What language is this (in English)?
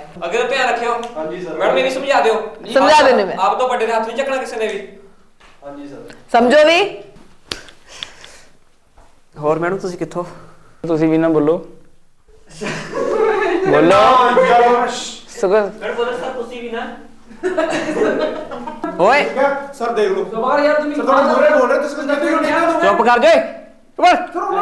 Punjabi